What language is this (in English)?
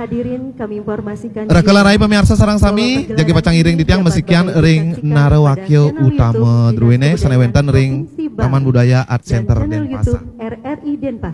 Balinese